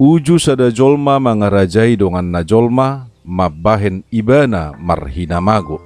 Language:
Batak Toba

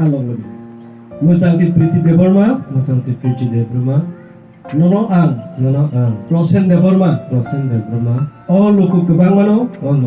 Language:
Kok Borok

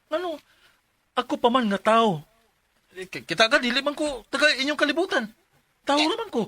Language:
Cebuano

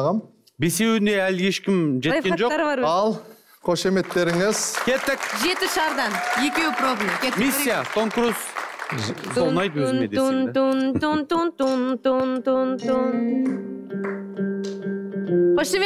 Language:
Kazakh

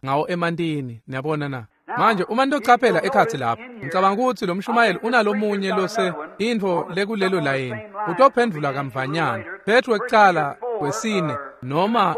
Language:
Swati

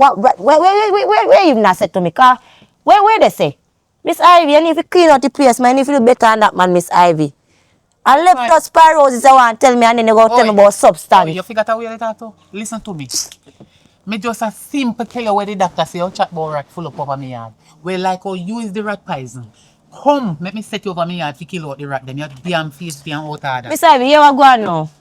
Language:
Jamaican Creole English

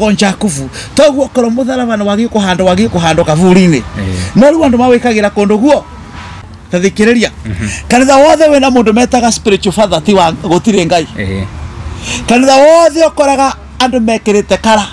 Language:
Kikuyu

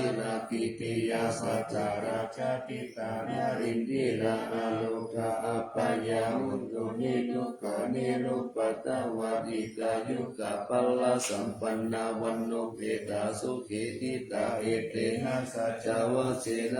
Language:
Pali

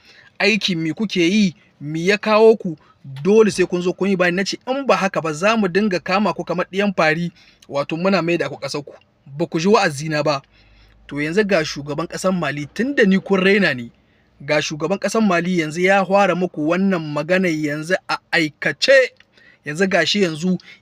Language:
Hausa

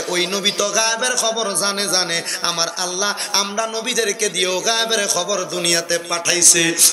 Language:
Bangla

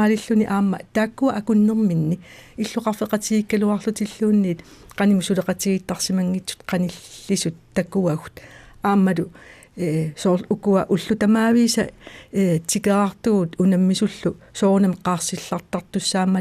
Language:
Kalaallisut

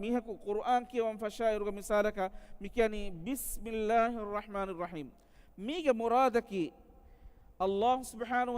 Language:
Divehi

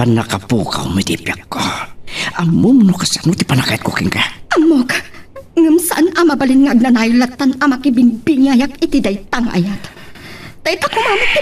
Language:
Iloko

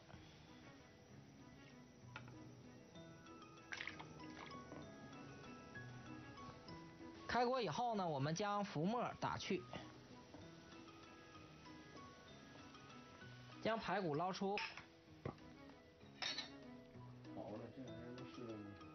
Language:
Chinese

